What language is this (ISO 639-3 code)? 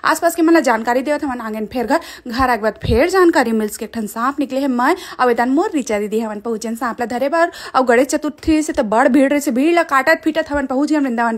hne